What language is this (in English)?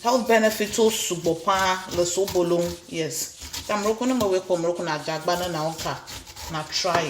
Ewe